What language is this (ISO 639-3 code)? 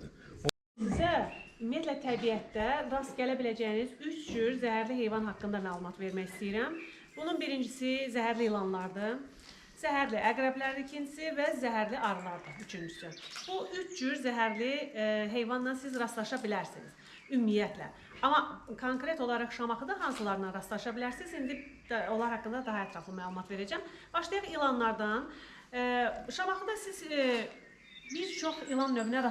aze